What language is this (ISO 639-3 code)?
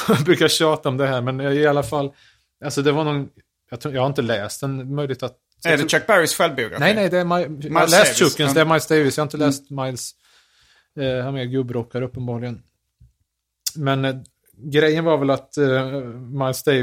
swe